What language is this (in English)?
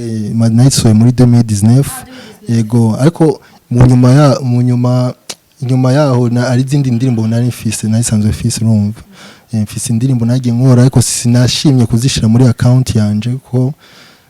Rundi